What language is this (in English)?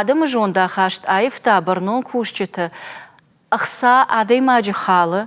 Ossetic